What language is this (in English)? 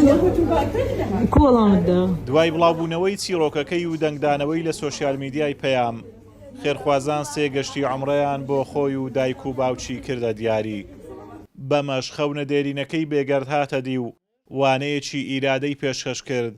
Central Kurdish